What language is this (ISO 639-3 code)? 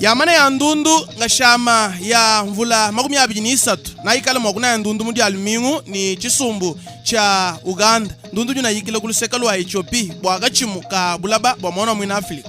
lua